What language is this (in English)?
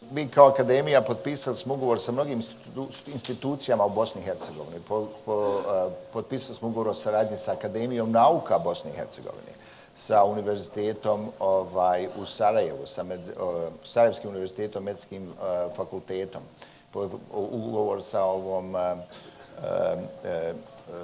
Bosnian